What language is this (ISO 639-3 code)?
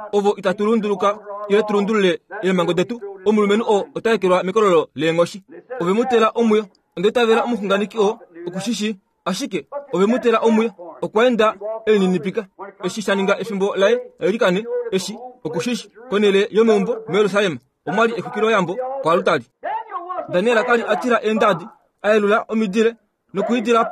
kua